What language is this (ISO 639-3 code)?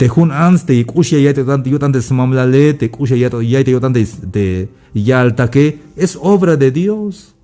tzh